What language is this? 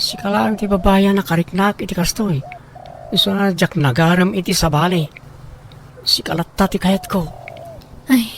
Iloko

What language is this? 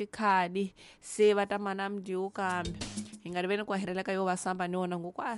Tsonga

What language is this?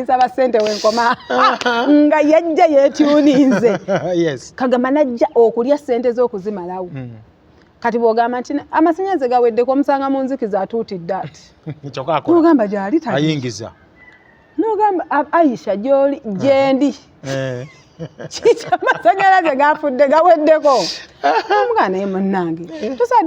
Ganda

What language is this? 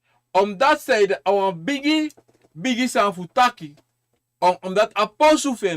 Sranan Tongo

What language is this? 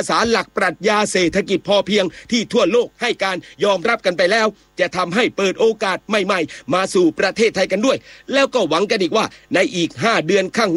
Thai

